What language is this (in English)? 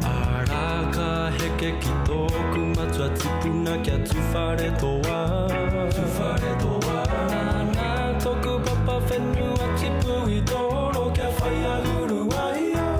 Māori